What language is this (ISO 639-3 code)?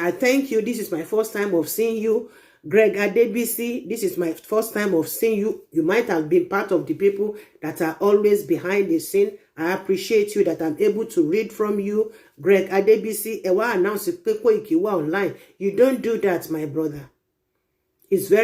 yor